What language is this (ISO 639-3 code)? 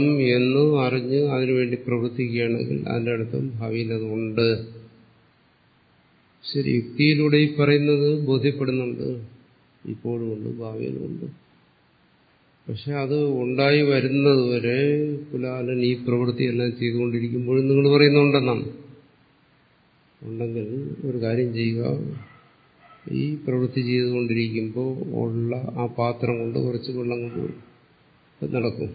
mal